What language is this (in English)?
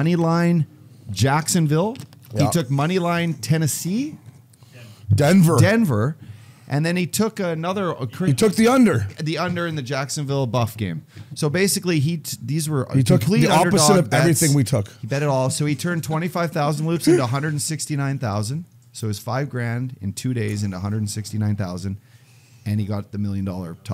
English